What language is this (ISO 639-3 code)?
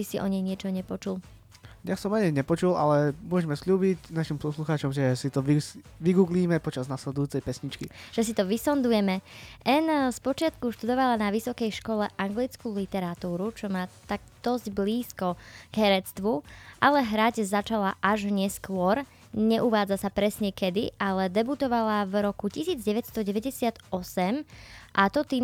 slk